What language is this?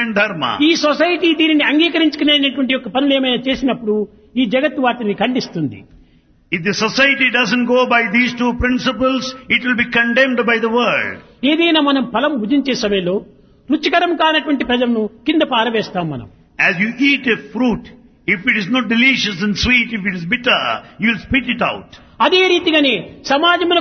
Telugu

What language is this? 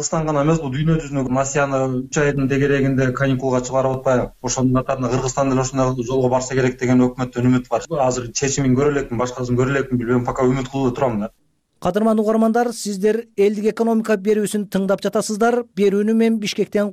Kyrgyz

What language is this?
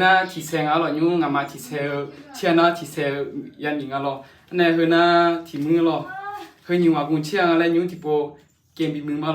Akha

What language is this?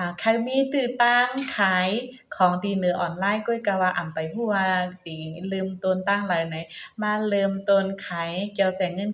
Shan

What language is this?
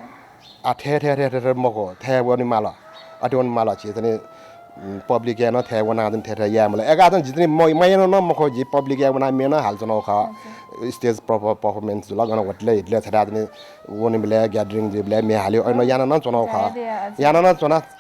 Newari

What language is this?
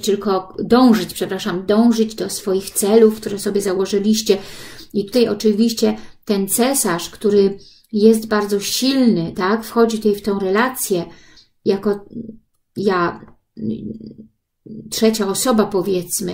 Polish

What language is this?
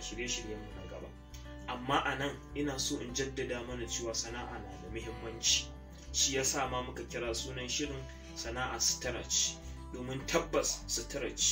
Hausa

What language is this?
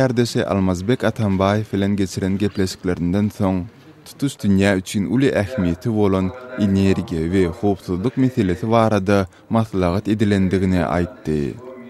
Turkmen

